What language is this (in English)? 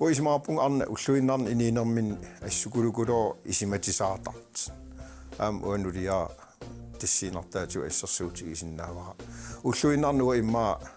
Kalaallisut